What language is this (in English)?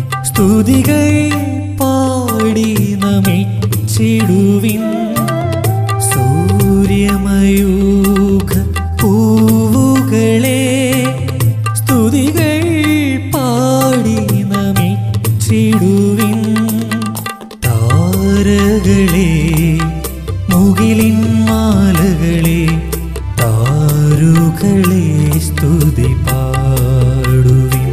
Malayalam